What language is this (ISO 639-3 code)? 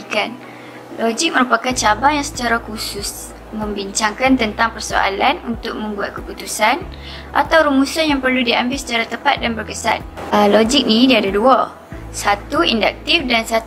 msa